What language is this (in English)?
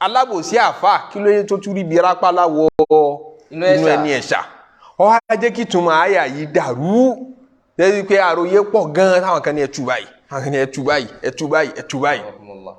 Yoruba